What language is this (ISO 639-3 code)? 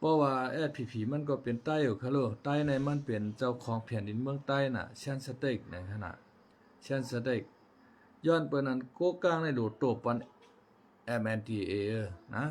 shn